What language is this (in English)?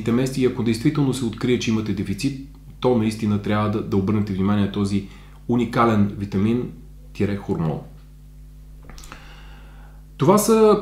Bulgarian